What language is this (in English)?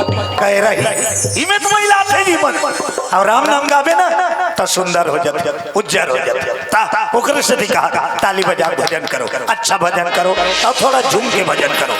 Chhattisgarhi